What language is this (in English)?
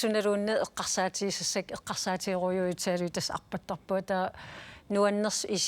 Kalaallisut